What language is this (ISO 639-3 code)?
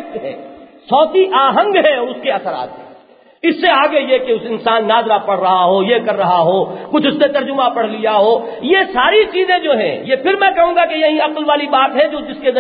urd